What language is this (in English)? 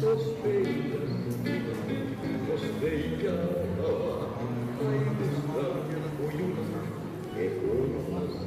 Papiamento